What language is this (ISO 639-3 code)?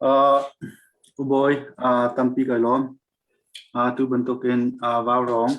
cnh